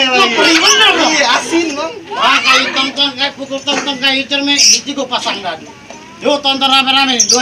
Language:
Betawi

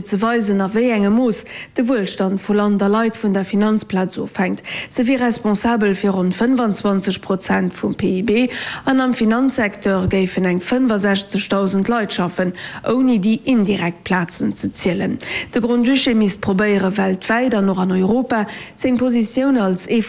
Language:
Luxembourgish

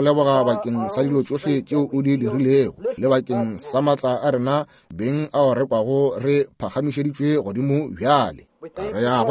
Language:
Northern Sotho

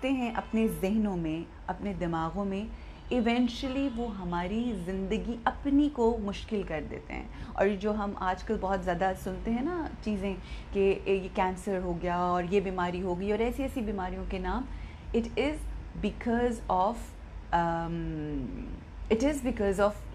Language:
Urdu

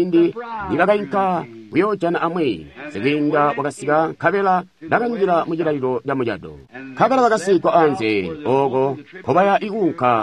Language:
Tonga (Zambia)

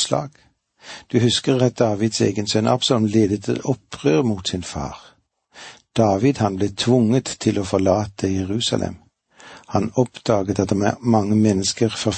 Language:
Norwegian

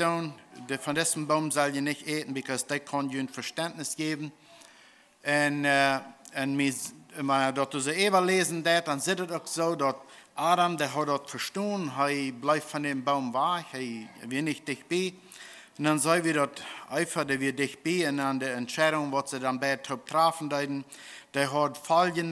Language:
Plautdietsch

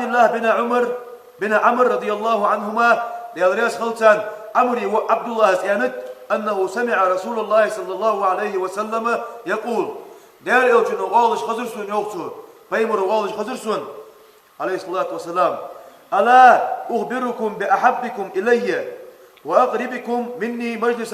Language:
Ingush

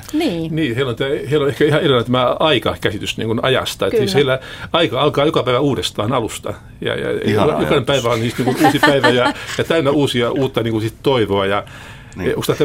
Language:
Finnish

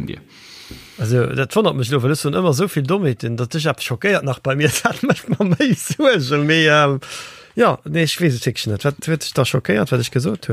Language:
Luxembourgish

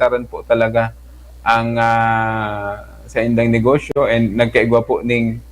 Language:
Bikol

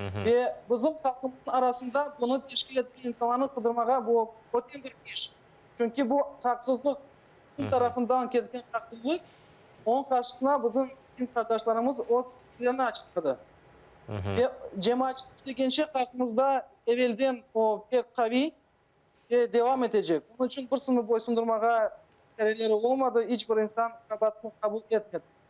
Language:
Crimean Tatar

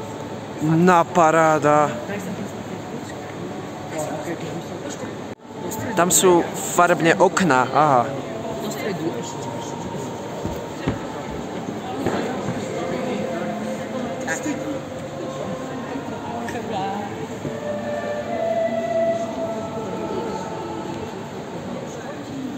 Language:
Slovak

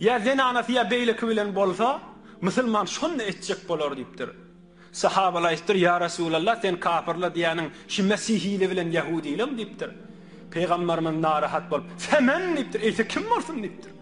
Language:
Turkmen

